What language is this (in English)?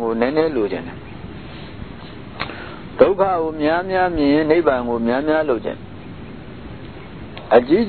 Burmese